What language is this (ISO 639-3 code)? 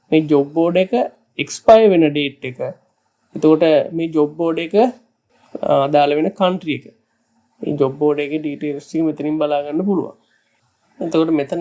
sin